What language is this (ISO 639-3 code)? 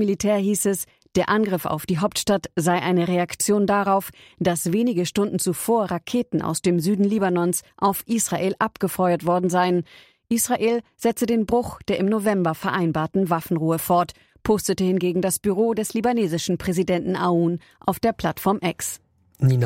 deu